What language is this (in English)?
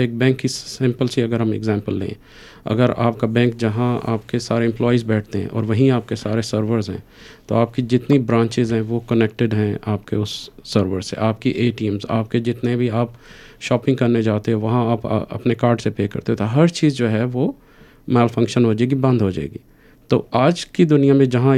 Urdu